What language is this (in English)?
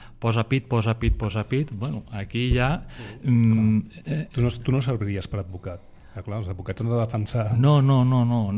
Catalan